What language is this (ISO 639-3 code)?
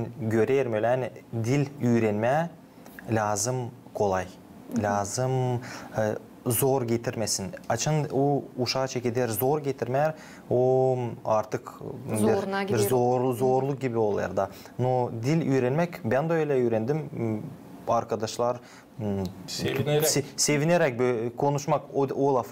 gag